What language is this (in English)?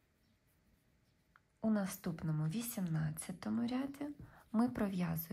Ukrainian